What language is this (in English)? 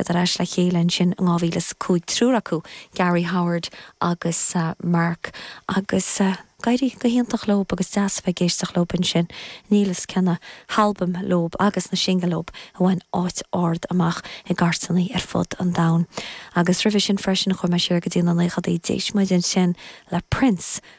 Irish